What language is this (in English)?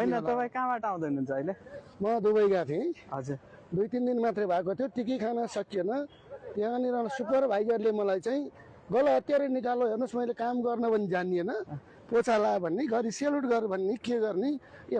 Nepali